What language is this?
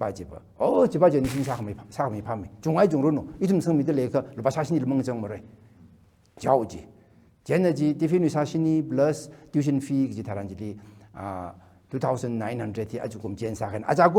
Tangkhul Naga (India)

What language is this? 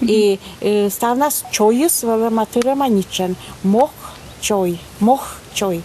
Komi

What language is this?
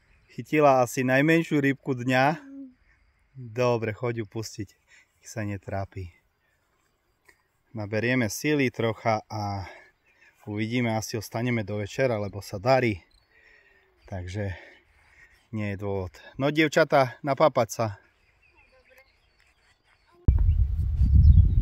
Slovak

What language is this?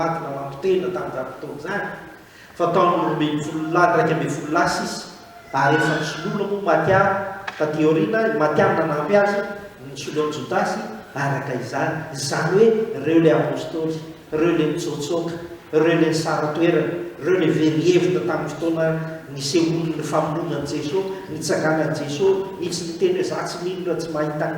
Malagasy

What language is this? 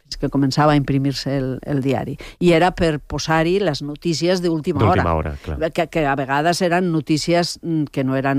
Catalan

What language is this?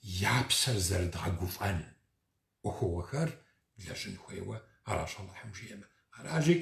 Kabardian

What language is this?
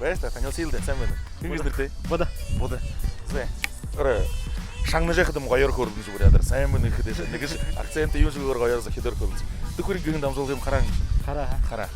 Buriat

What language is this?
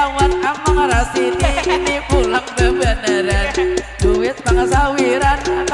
Banjar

